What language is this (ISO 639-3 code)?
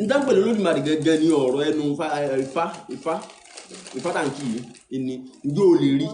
yor